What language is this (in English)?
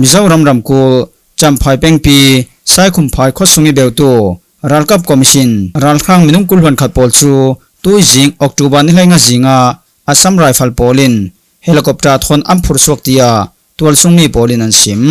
Falam Chin